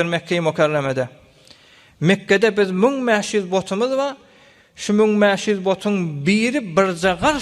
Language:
Turkmen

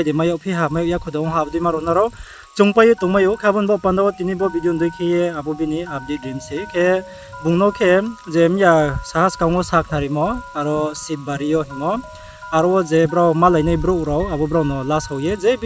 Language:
Riang (India)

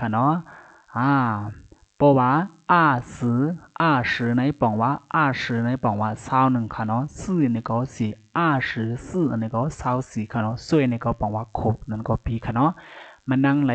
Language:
Shan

